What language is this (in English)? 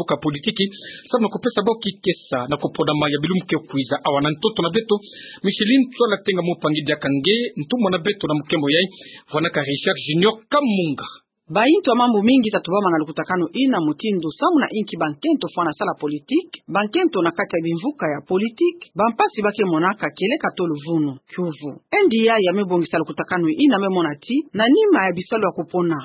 Kituba (Democratic Republic of Congo)